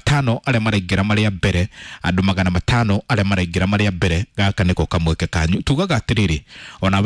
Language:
Kikuyu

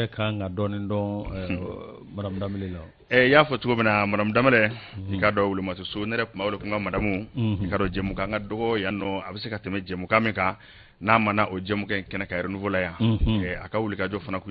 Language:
Bambara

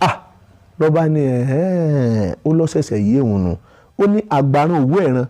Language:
Yoruba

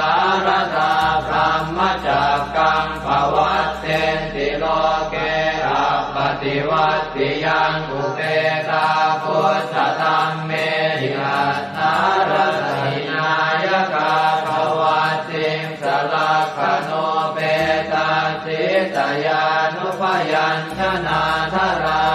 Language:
Pali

